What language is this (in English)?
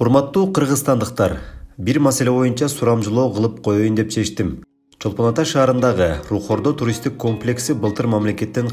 Kyrgyz